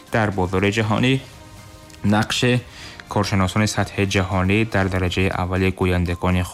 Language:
Persian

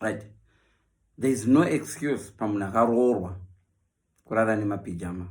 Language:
Shona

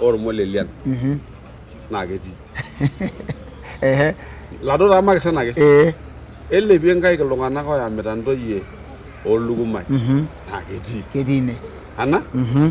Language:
Masai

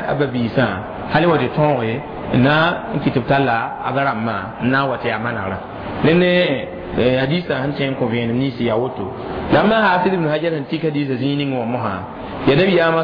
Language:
Mossi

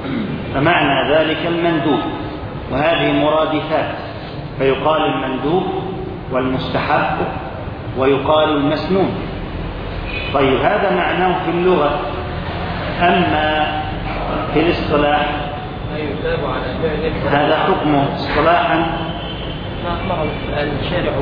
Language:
Arabic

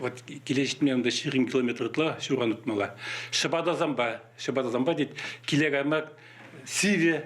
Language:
Chuvash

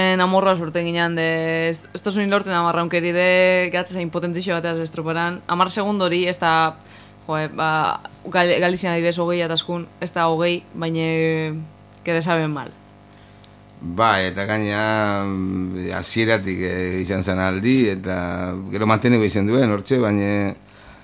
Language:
Basque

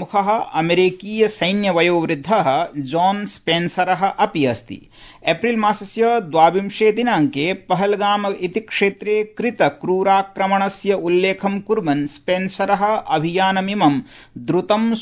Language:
Sanskrit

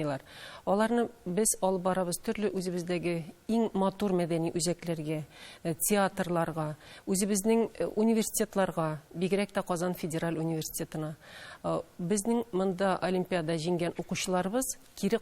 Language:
Tatar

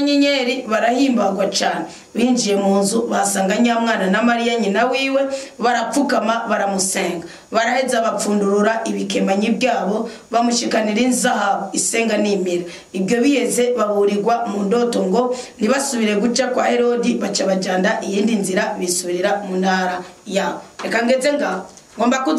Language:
Rundi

